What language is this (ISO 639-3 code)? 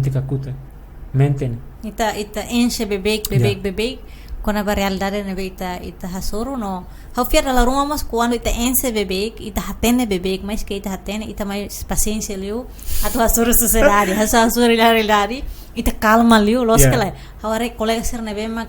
tet